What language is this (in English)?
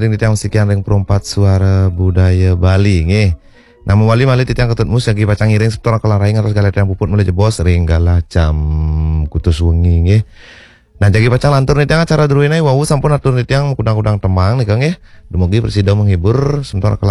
Balinese